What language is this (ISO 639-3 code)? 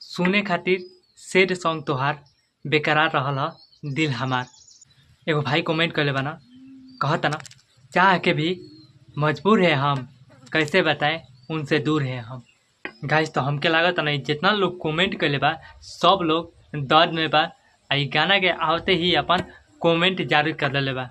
bho